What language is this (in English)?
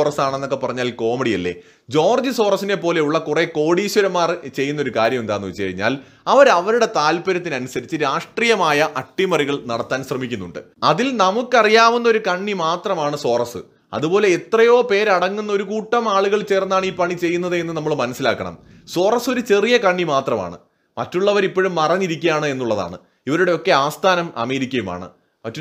Malayalam